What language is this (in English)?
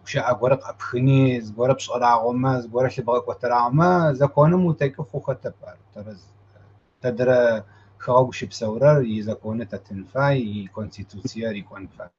Kabardian